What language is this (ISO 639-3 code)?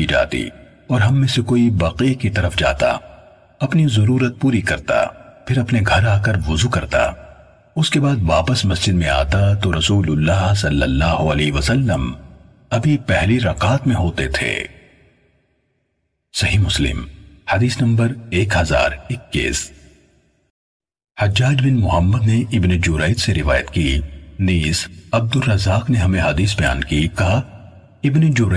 urd